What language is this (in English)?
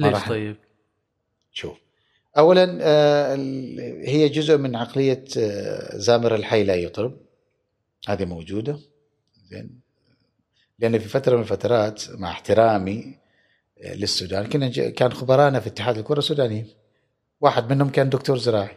Gulf Arabic